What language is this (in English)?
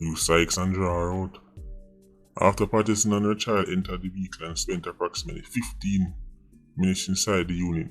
Jamaican Creole English